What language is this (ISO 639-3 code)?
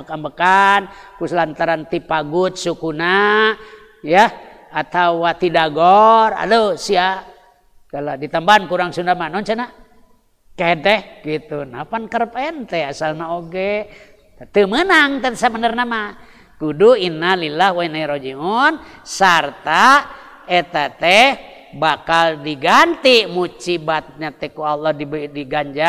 sun